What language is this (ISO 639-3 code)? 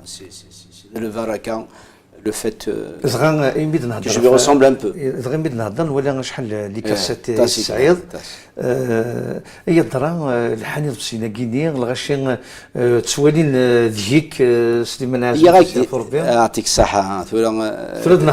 kab